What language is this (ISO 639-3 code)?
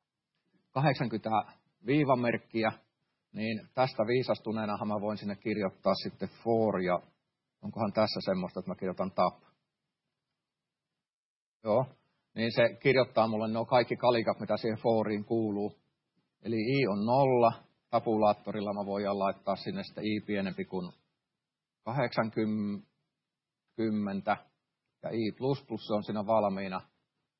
fin